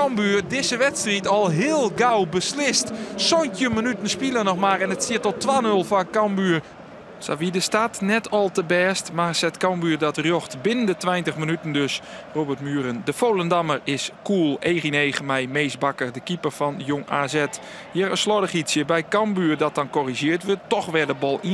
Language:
Western Frisian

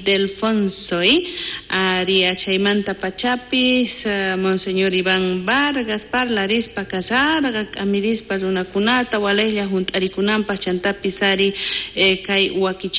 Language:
South Bolivian Quechua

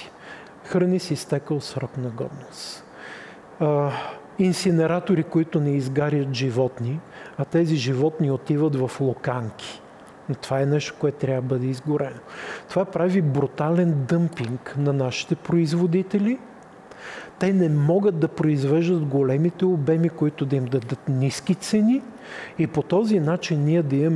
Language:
Bulgarian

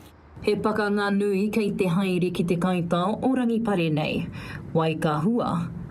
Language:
Māori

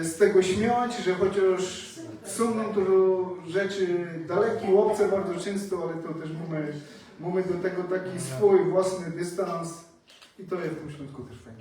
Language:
Silesian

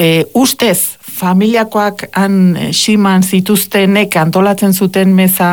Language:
Basque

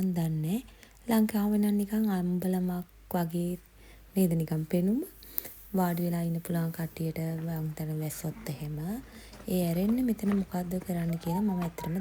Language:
Sinhala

